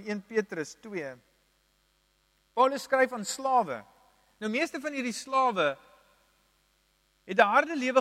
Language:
Afrikaans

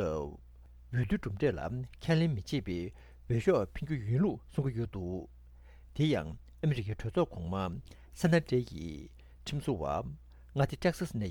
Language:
Tibetan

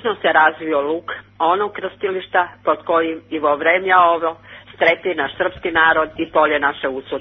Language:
Serbian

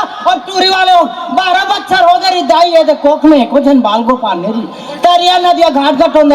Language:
Chhattisgarhi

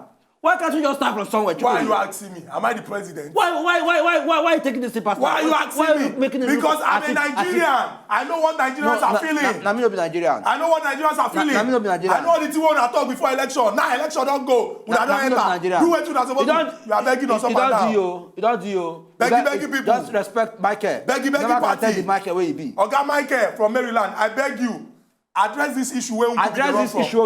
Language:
Nigerian Pidgin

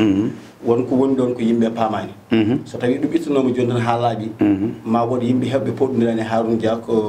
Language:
Fula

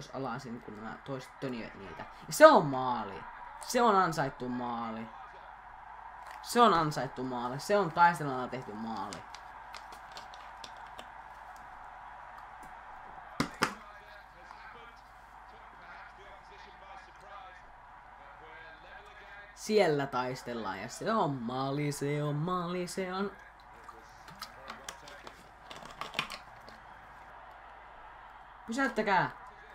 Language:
Finnish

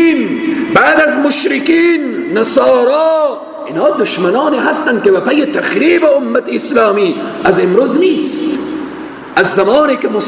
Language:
Persian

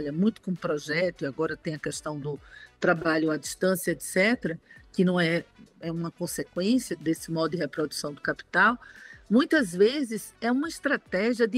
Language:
Portuguese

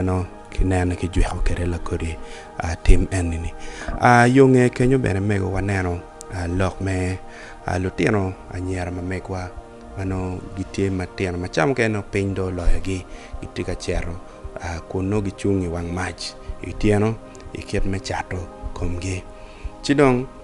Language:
Acoli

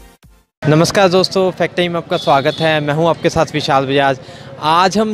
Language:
Hindi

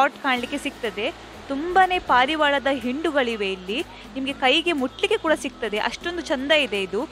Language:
Kannada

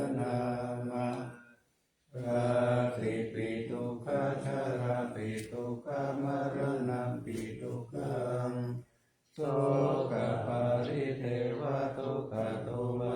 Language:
Pali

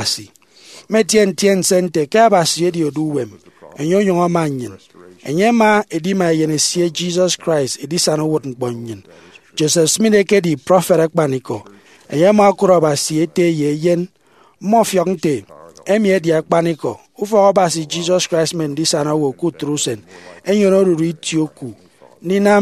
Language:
Efik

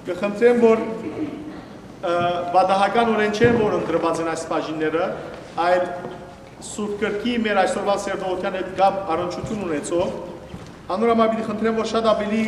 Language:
Western Armenian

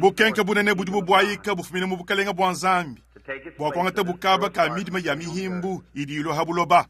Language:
Luba-Lulua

